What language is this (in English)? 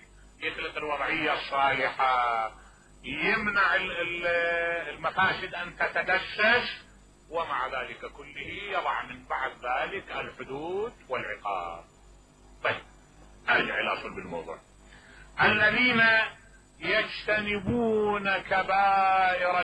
Mesopotamian Arabic